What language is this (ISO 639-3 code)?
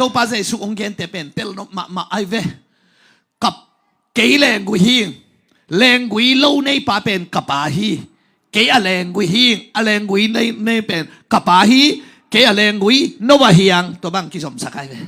ctd